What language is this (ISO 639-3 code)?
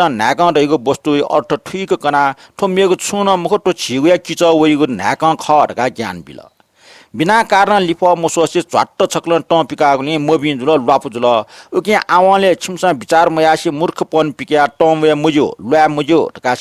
new